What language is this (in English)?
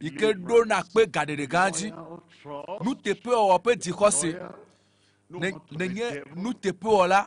Ewe